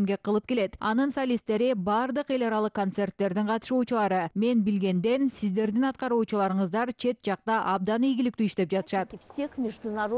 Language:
Kyrgyz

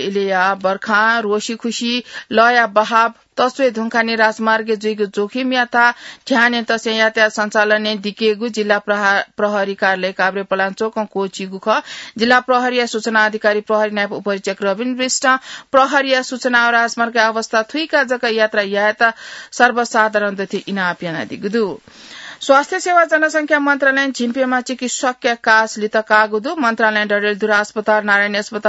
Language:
Newari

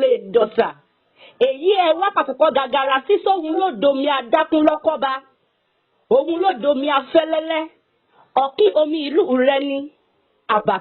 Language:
Yoruba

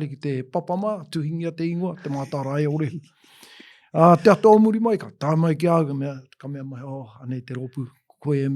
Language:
Māori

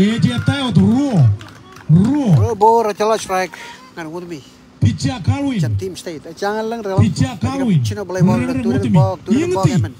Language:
Marshallese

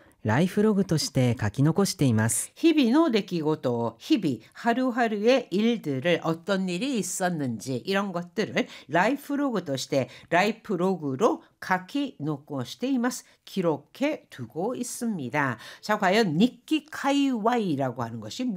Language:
Korean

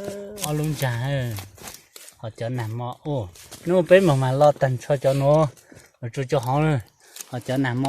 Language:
Hmong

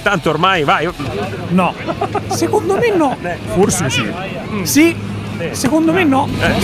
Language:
Italian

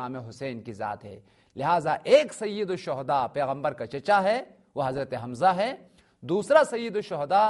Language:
Urdu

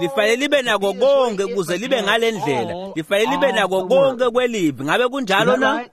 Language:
Swati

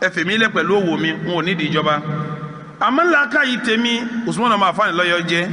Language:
Yoruba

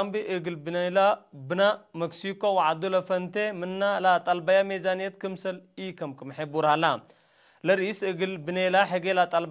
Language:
Tigre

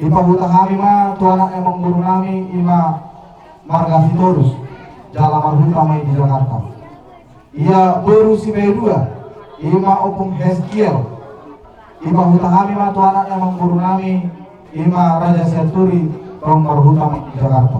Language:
Batak Toba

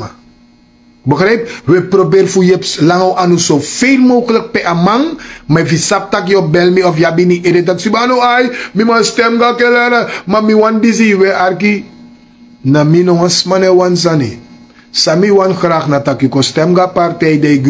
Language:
Sranan Tongo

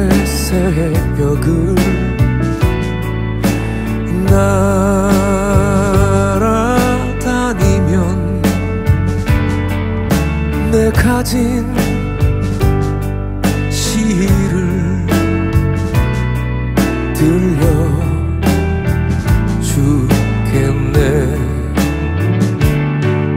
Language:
Korean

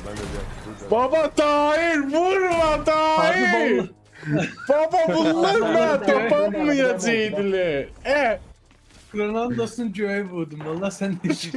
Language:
South Azerbaijani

